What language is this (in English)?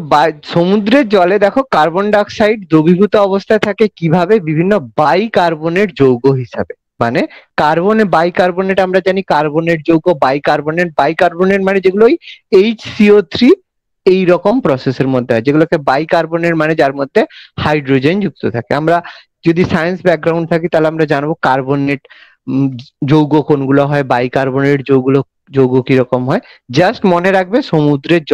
Bangla